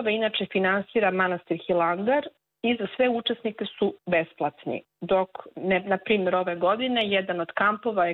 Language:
Serbian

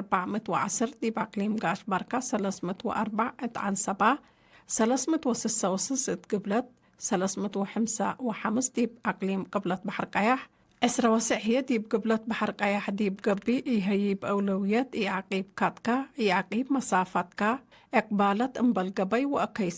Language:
Tigre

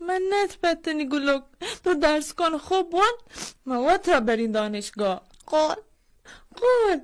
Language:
Baluchi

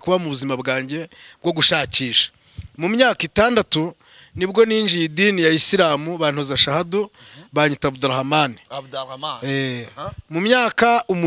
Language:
Kinyarwanda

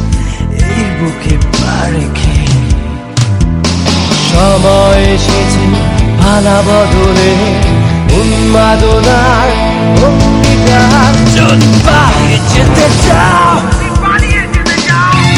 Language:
Bangla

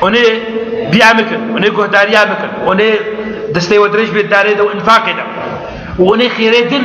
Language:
Kurdish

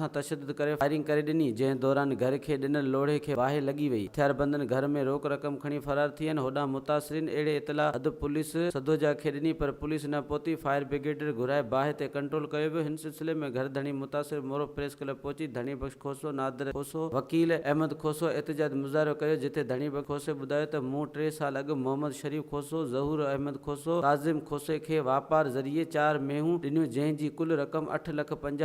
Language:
Sindhi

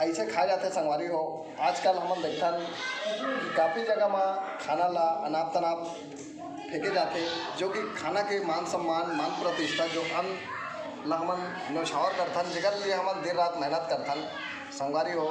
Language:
Chhattisgarhi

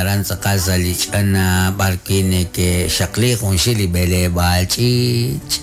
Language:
Kekchí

